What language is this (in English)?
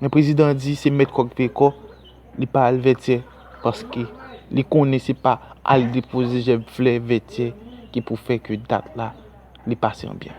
Haitian Creole